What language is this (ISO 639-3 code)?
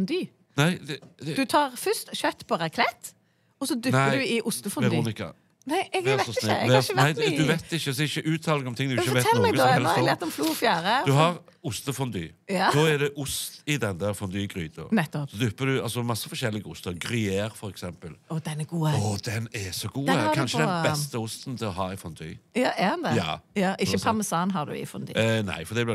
nor